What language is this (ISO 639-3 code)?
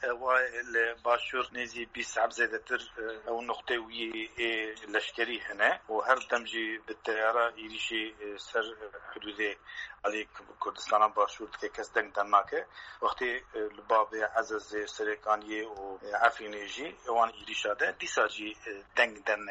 kur